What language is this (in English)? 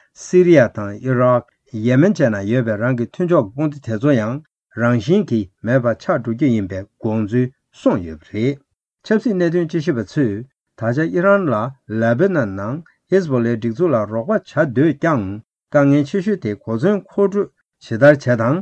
Tibetan